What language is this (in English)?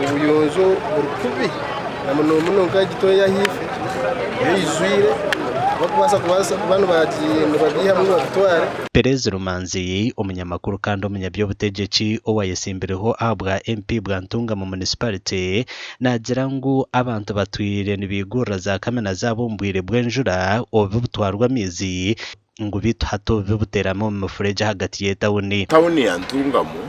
Nyankole